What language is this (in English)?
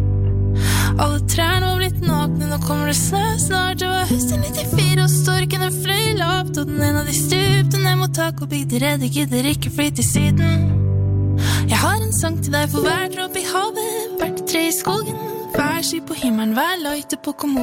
Norwegian